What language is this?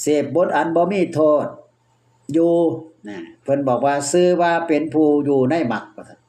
Northeastern Thai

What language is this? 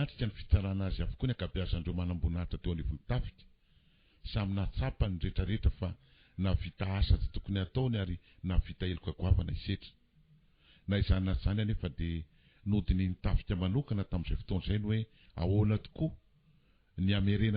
Malagasy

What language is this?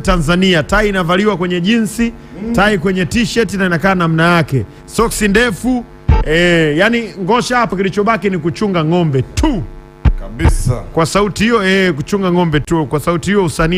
Swahili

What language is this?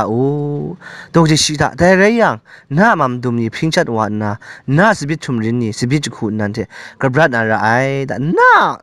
Kachin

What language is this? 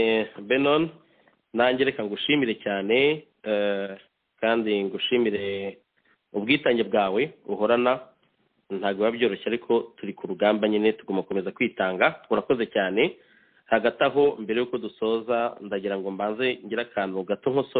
Kinyarwanda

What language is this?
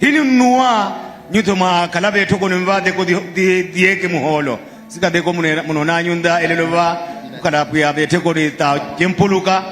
Nyanja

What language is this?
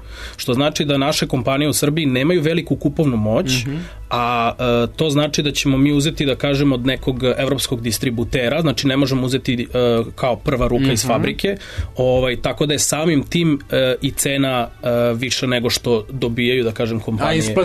Serbian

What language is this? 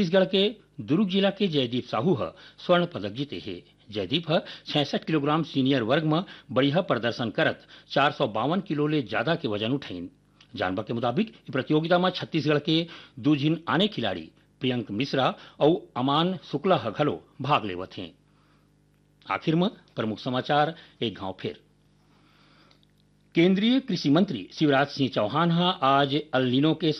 Chhattisgarhi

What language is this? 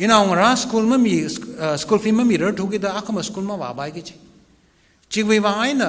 Tangkhul Naga (India)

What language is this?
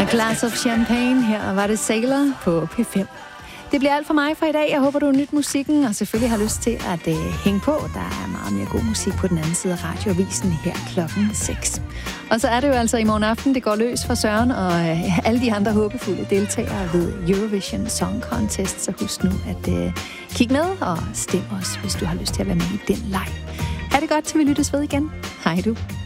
Danish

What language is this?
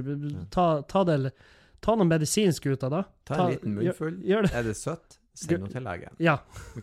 Norwegian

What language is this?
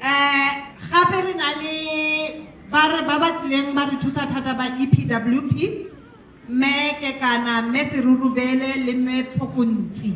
Tswana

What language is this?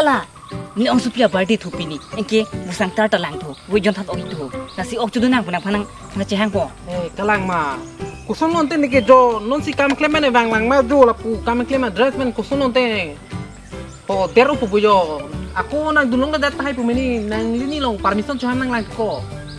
Karbi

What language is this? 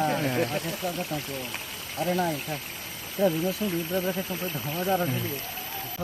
Riang (India)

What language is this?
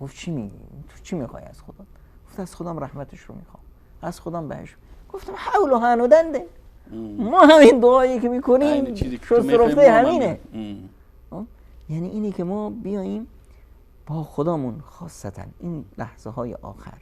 Persian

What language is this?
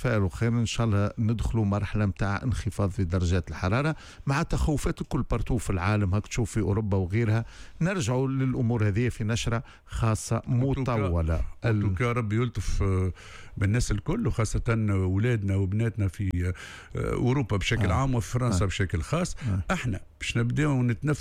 Tunisian Arabic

